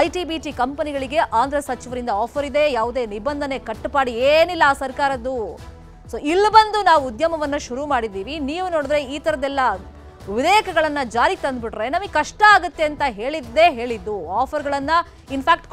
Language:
Kannada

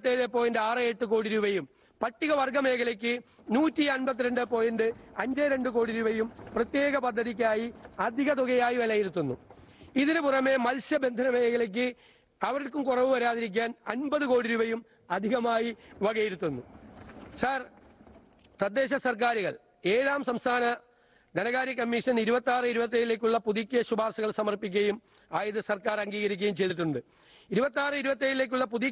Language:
Malayalam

